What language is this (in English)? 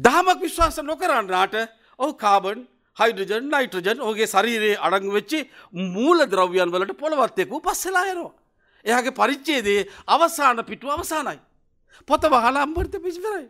Sinhala